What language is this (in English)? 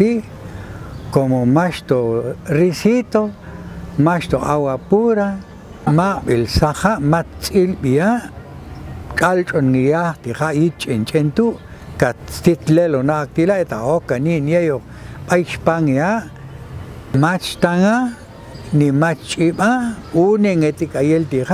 Popti'